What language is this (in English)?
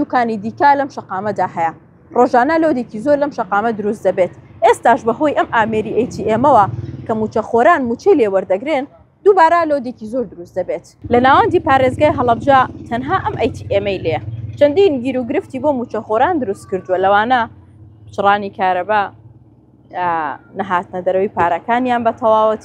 Central Kurdish